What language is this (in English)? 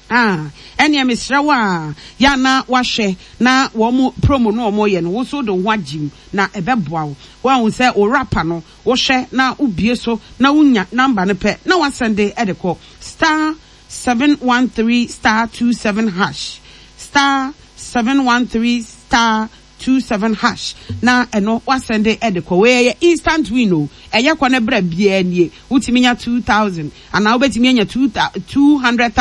Akan